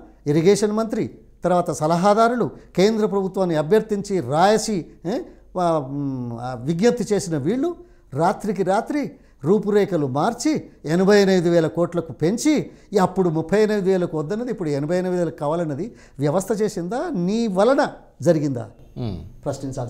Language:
Telugu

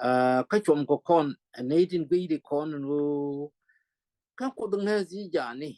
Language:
Nuer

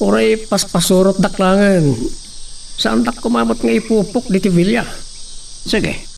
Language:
Iloko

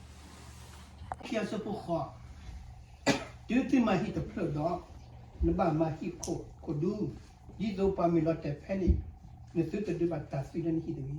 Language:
S'gaw Karen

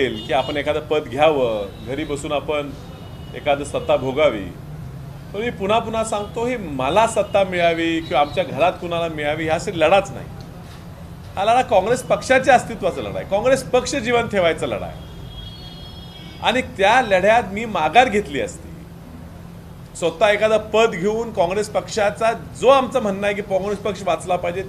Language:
Marathi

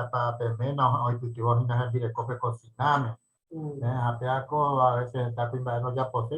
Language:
Guarani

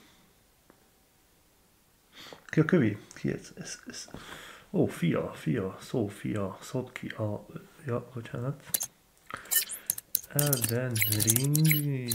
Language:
Hungarian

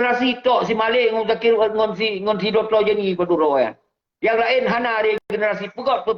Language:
Achinese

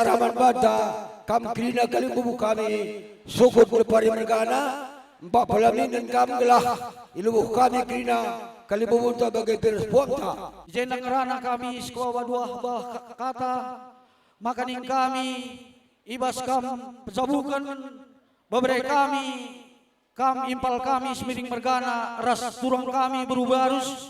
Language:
Batak Karo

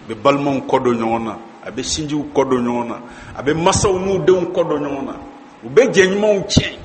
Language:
Bambara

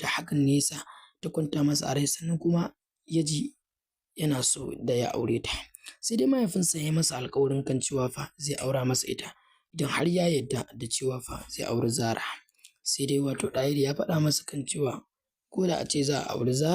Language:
Hausa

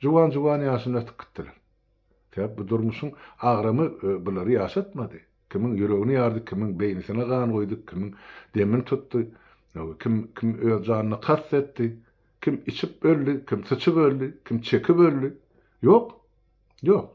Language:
Turkmen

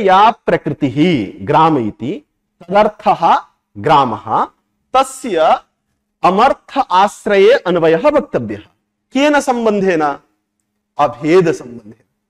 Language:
Sanskrit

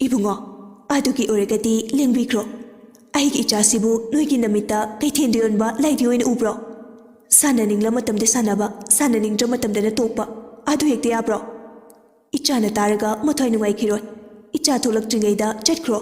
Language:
Manipuri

